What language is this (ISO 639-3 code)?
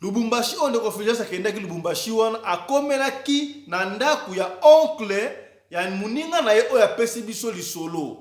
lin